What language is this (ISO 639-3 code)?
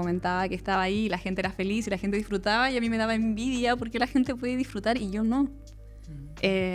spa